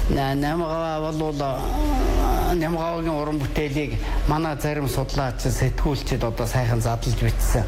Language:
Mongolian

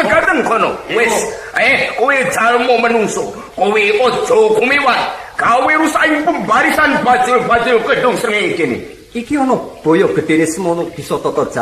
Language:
Javanese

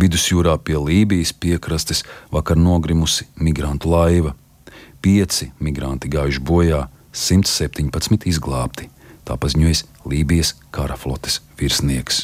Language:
Latvian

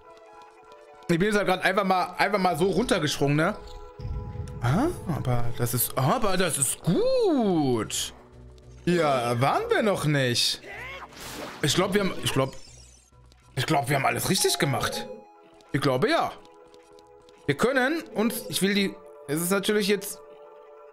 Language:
German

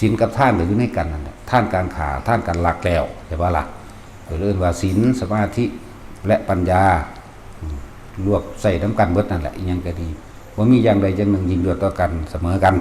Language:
Northeastern Thai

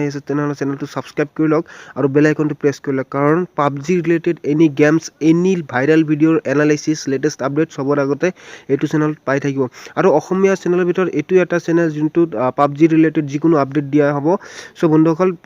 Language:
Assamese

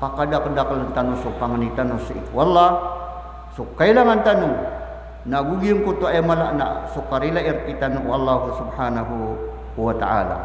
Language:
Maranao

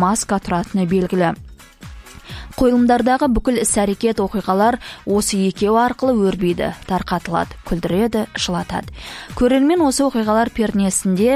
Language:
Kazakh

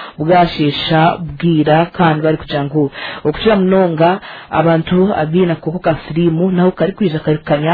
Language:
Nyankole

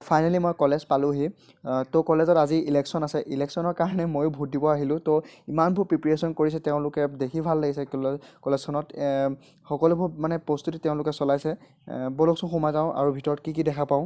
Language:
Assamese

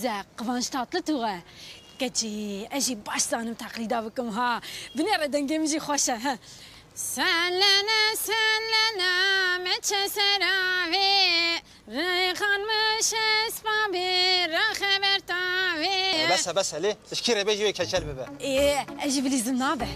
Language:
Kurdish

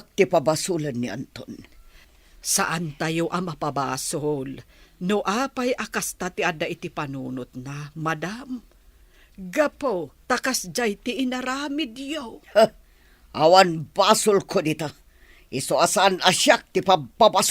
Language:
Iloko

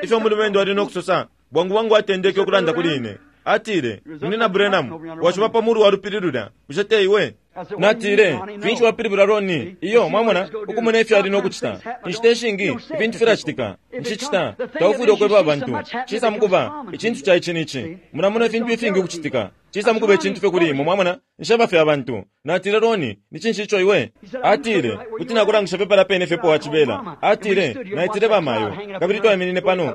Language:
Bemba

